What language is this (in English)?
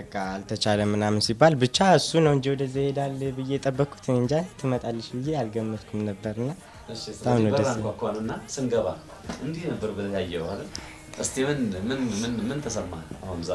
Amharic